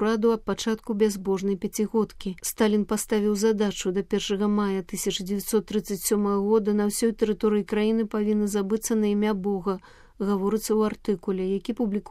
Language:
Belarusian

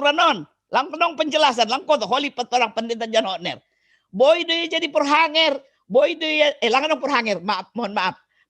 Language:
Batak Simalungun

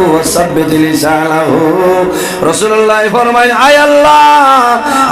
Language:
Sylheti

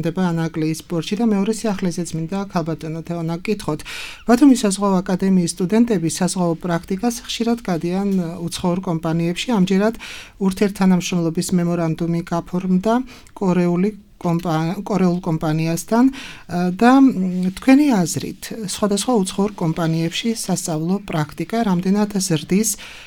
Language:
Georgian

